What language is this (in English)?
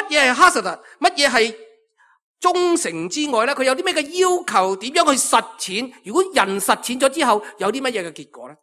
Cantonese